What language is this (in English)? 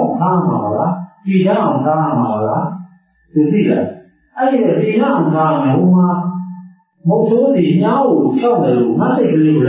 Burmese